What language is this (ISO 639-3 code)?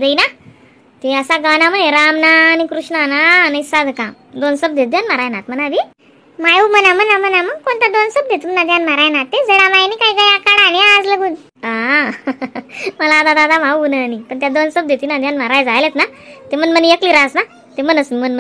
khn